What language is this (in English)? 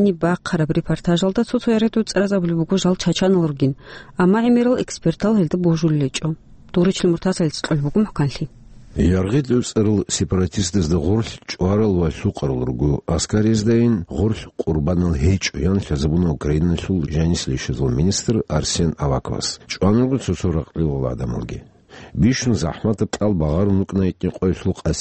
Avaric